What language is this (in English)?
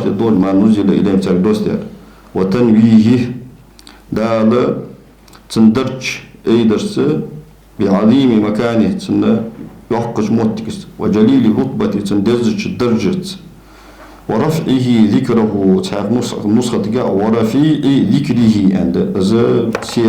Ingush